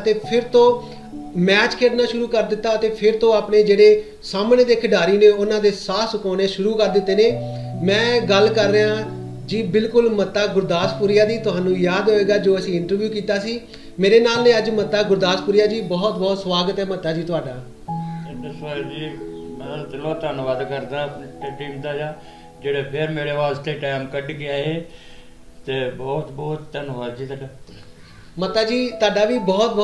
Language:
Punjabi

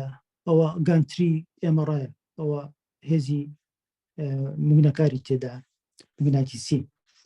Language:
Central Kurdish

